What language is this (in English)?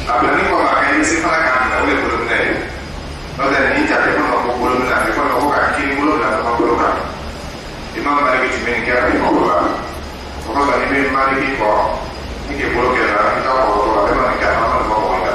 Dyula